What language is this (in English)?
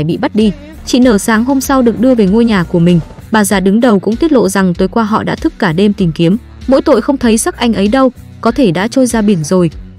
Vietnamese